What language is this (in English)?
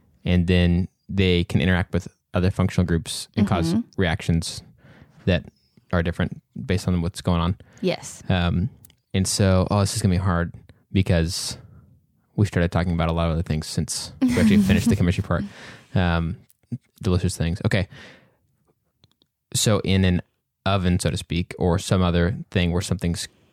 English